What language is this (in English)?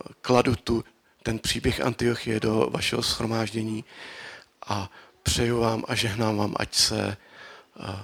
Czech